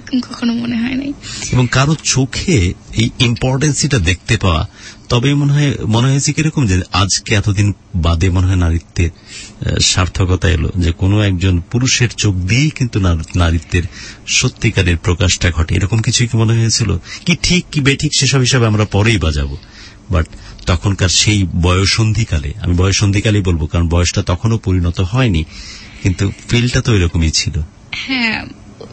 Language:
Bangla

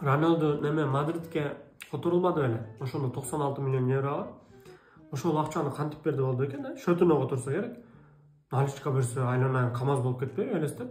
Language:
Kyrgyz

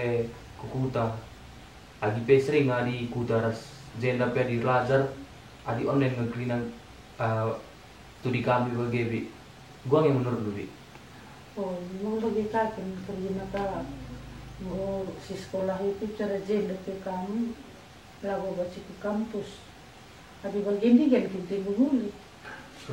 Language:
Batak Karo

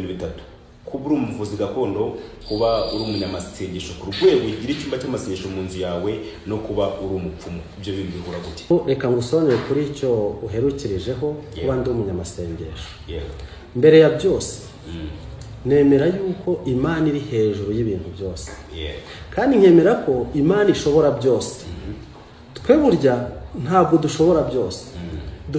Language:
Kinyarwanda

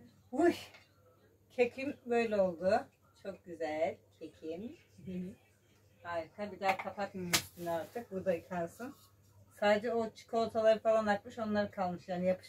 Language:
Turkish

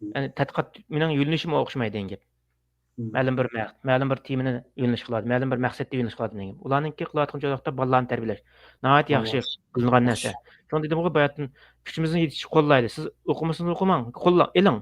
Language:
Uyghur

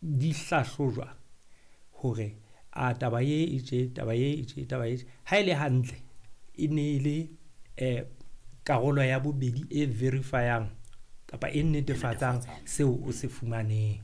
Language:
Southern Sotho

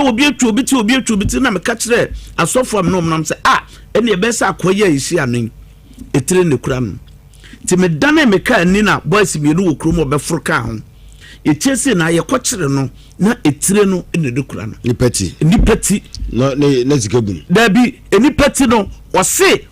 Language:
Akan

